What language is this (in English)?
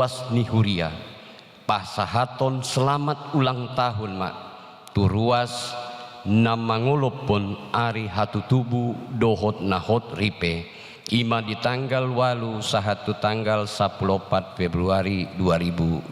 Batak Toba